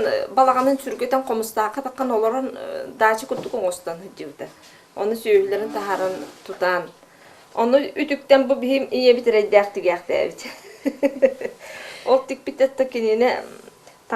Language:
Yakut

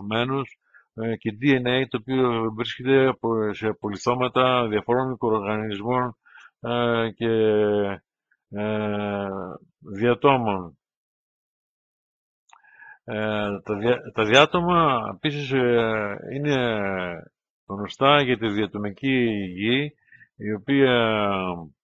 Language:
Greek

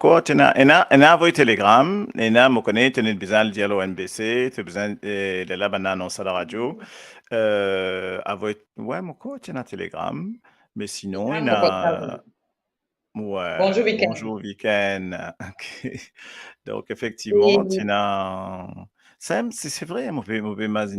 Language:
Morisyen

